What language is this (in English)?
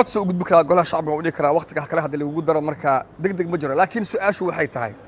Somali